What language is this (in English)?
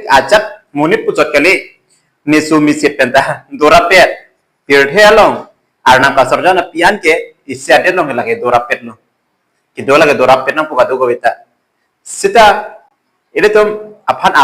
Karbi